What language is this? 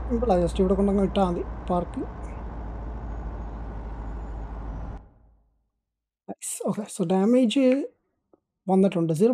Malayalam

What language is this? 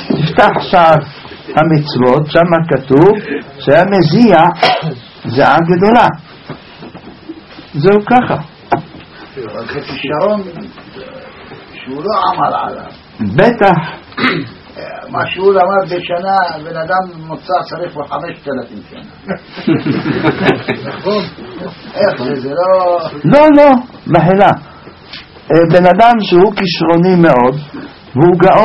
Hebrew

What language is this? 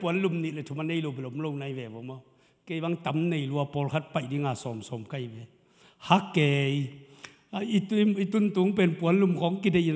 Tedim Chin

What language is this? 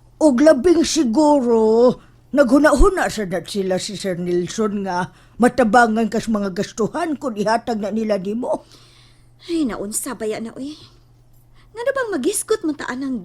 Cebuano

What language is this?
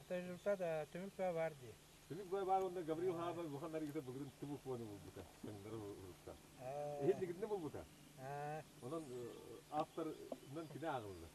Yakut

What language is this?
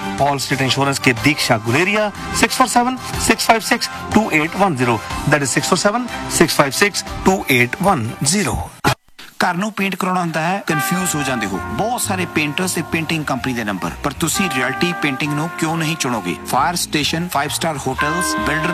Punjabi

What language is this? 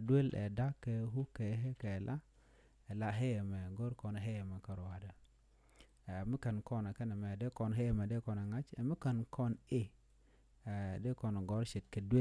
Nuer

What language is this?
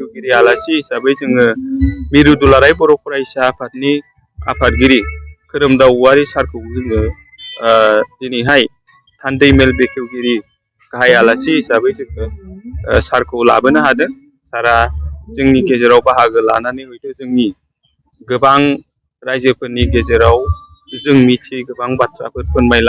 Bodo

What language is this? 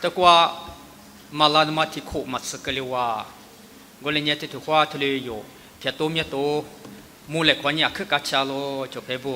Lisu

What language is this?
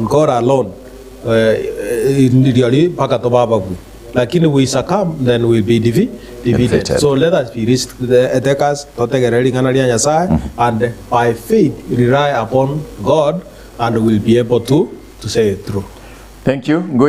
Gusii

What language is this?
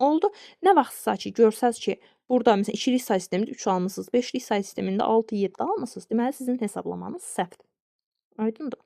Azerbaijani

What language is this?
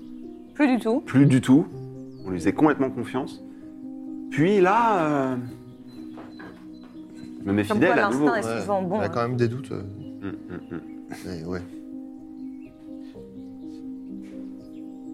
French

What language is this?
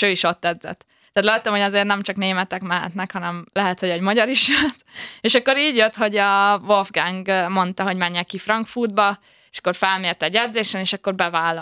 Hungarian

